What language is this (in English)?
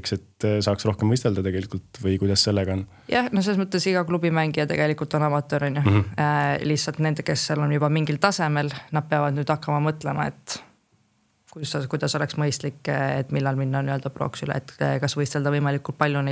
Estonian